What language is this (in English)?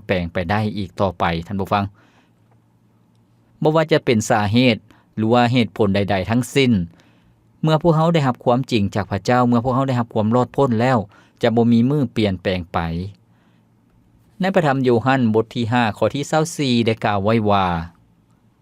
Lao